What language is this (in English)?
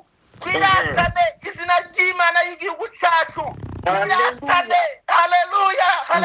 Kinyarwanda